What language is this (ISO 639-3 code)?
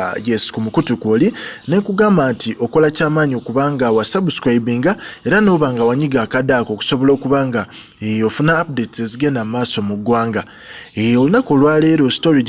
lug